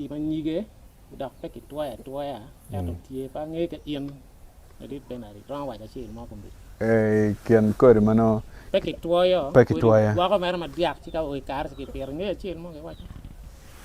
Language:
Acoli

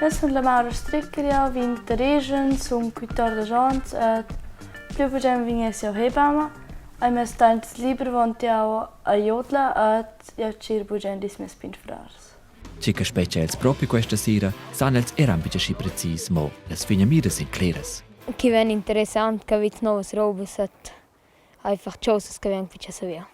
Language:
Romansh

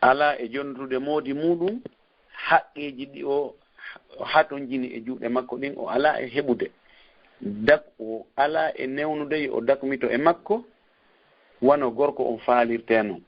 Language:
Fula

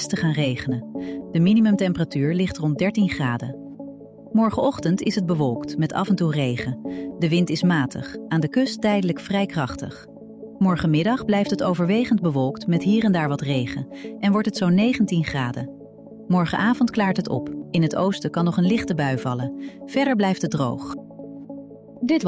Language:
Dutch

